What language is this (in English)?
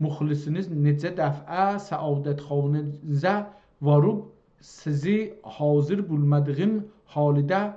South Azerbaijani